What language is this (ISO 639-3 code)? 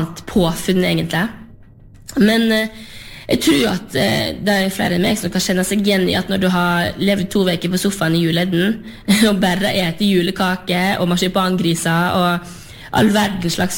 nor